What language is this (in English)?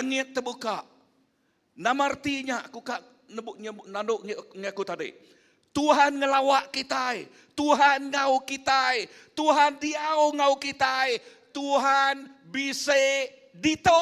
Iban